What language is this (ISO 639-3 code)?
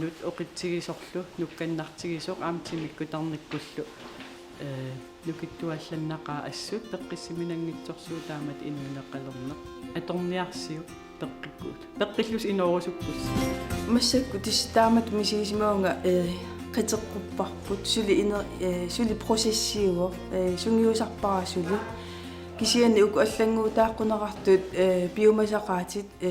kal